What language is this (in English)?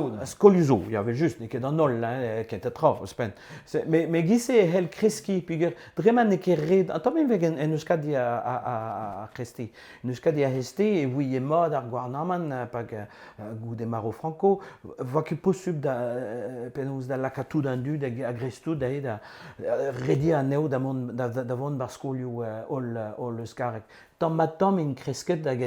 Breton